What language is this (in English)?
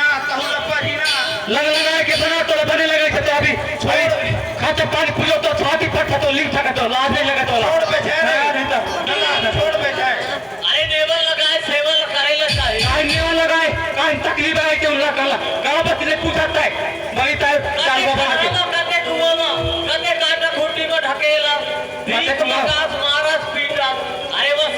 Chhattisgarhi